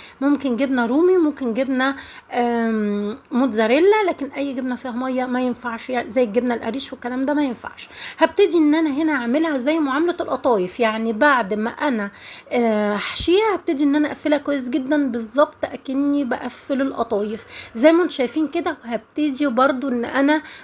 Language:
Egyptian Arabic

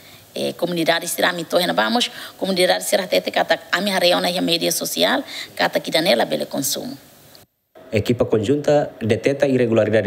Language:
Tetum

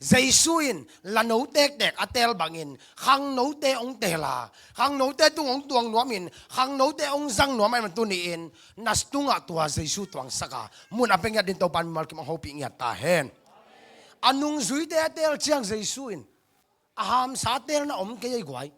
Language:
Tedim Chin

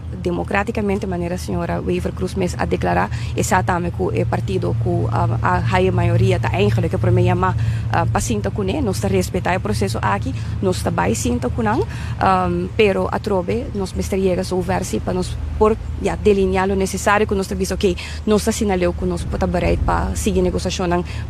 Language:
Papiamento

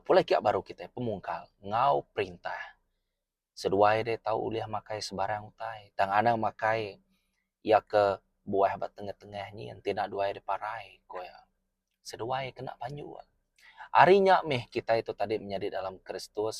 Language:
Iban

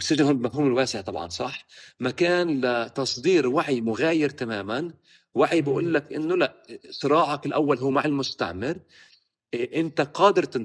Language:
North Levantine Arabic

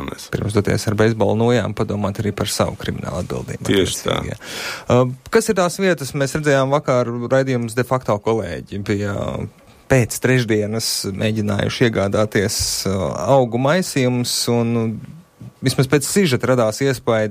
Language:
Latvian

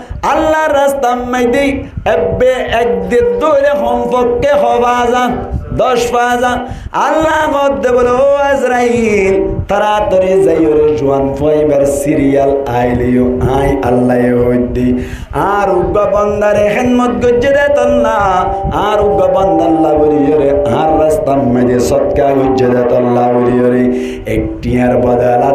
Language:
Rohingya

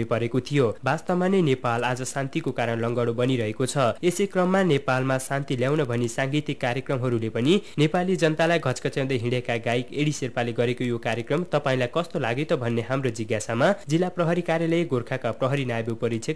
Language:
Nepali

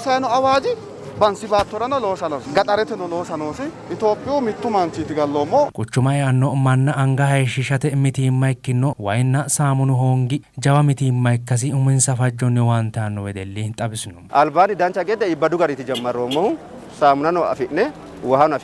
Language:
Sidamo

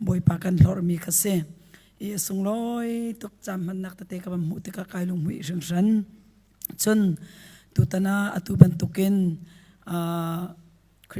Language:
Hakha Chin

